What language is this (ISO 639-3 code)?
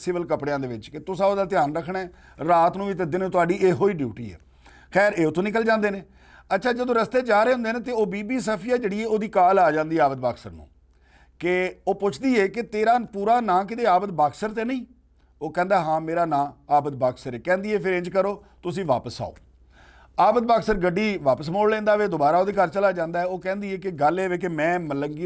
lah